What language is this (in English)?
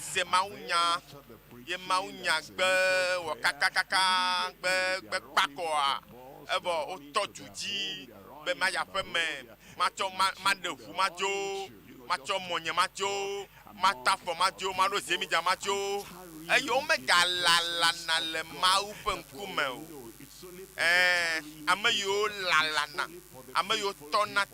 Ewe